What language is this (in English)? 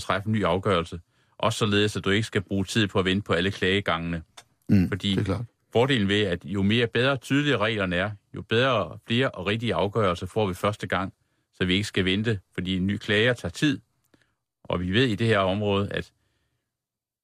Danish